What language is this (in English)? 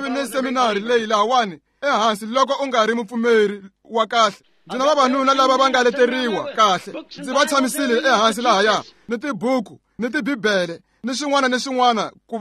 Tsonga